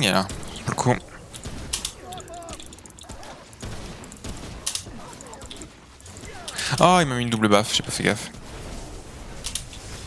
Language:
French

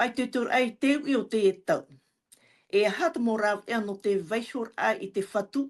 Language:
Tahitian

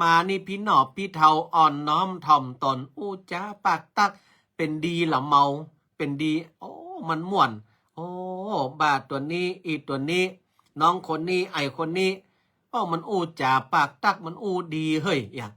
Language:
Northern Thai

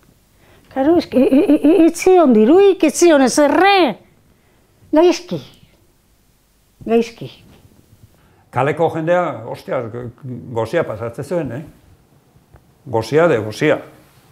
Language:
Basque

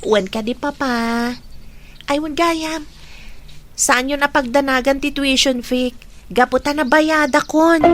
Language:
Iloko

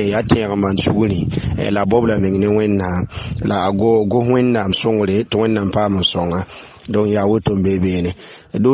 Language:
Mossi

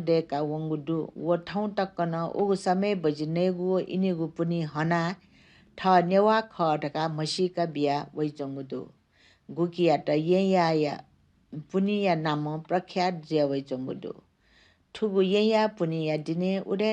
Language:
Newari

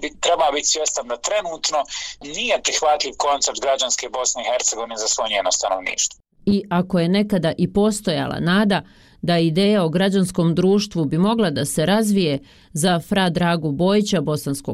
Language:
Bosnian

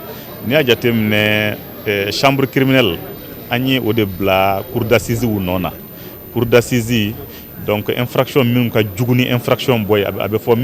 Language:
Bambara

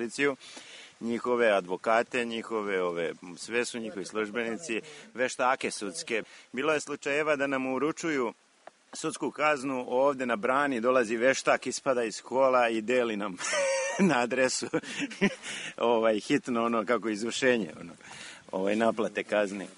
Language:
Serbian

